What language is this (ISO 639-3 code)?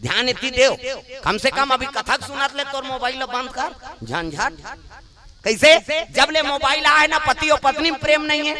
hne